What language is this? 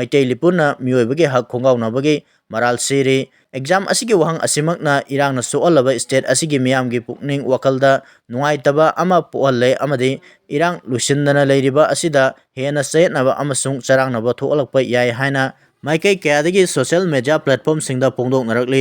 Manipuri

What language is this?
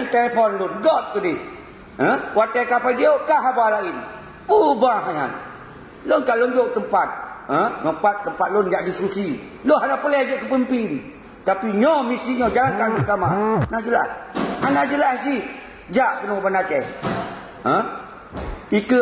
Achinese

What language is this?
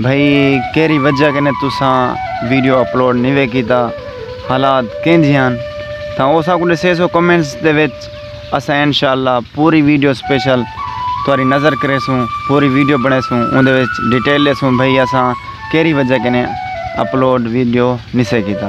Saraiki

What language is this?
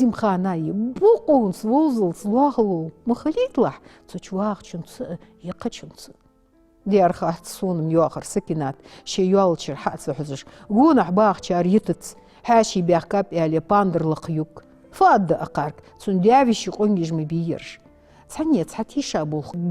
Ingush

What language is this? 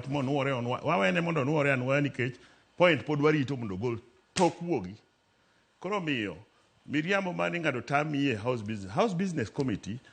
Luo (Kenya and Tanzania)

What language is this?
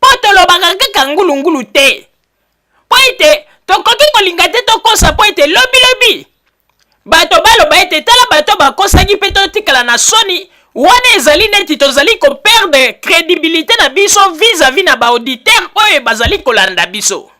Lingala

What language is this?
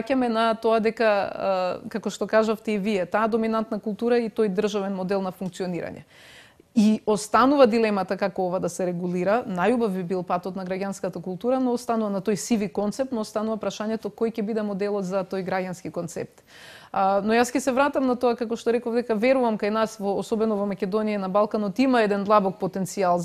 Macedonian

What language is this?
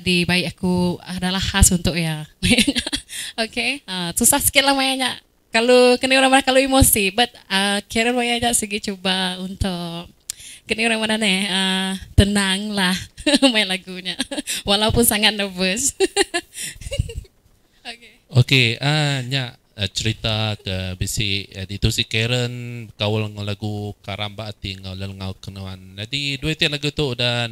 Iban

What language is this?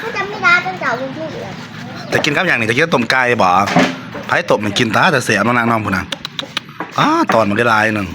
Northeastern Thai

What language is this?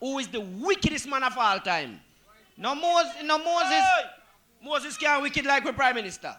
Jamaican Creole English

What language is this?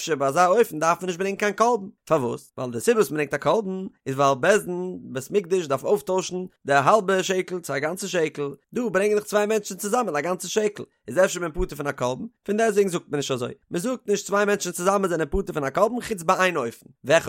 Yiddish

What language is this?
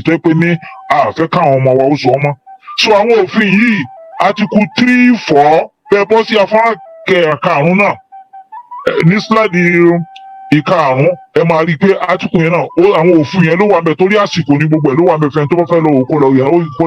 Yoruba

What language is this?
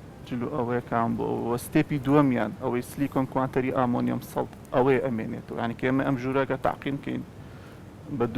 Central Kurdish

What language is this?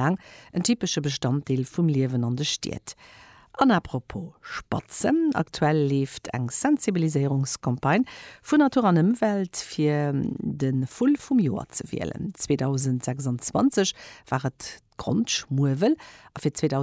Luxembourgish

